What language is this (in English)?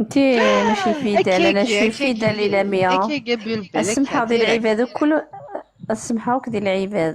Kabyle